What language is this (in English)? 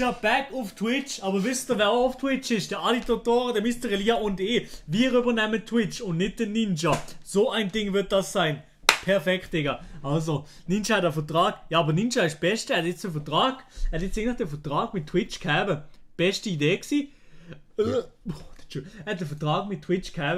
Swiss German